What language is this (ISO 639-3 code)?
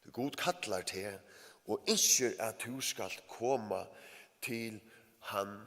fao